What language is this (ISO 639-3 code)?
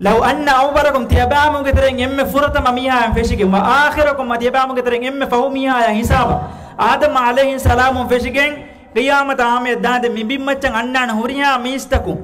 div